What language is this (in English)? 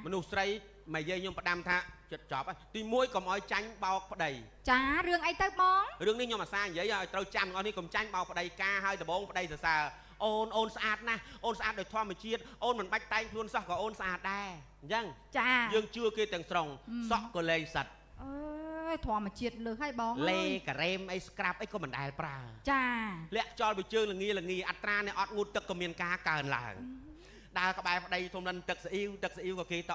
Khmer